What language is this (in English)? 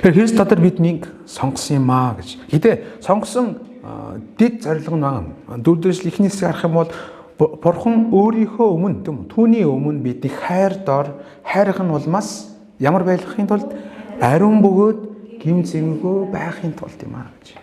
Mongolian